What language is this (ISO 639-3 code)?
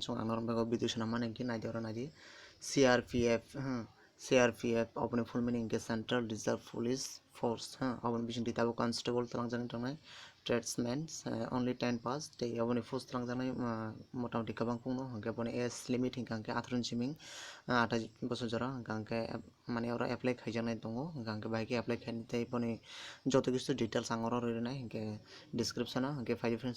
trp